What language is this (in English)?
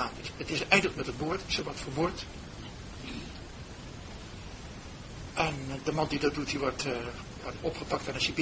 Dutch